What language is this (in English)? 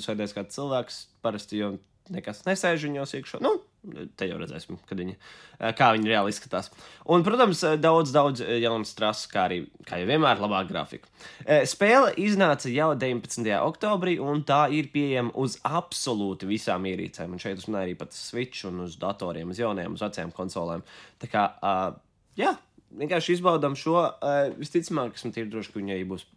Latvian